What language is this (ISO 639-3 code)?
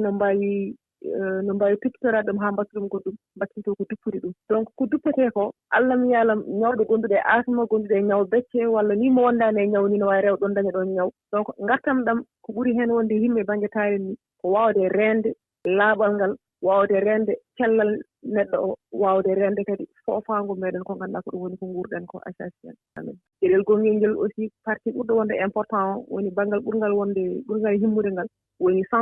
fuv